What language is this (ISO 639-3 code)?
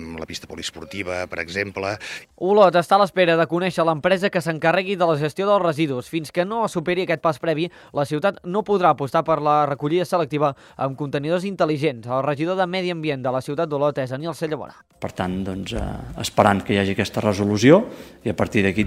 cat